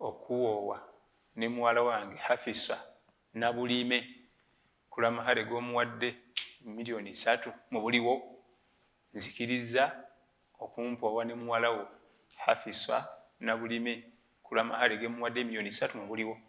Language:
Ganda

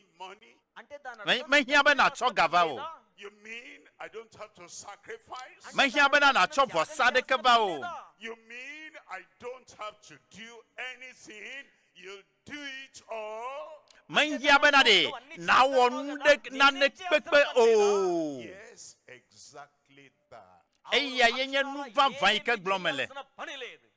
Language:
Ewe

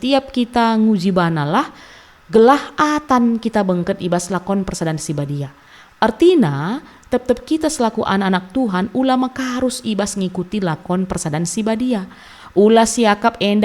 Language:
Batak Karo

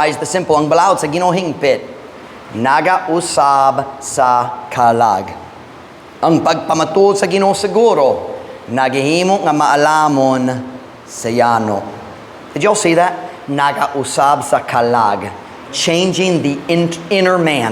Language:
Cebuano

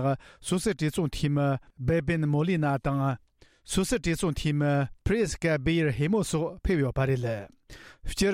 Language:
Tibetan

